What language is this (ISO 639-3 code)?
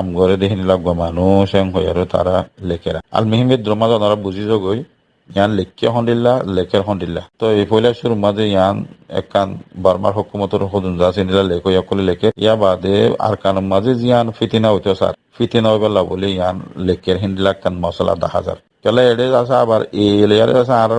rhg